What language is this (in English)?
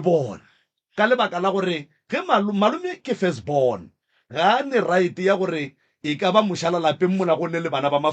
Northern Sotho